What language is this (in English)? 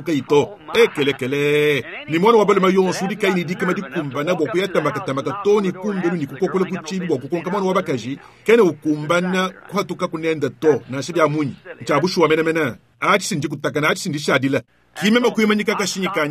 Luba-Lulua